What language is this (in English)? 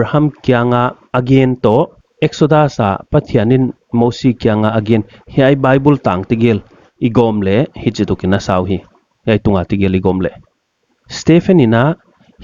Paite Chin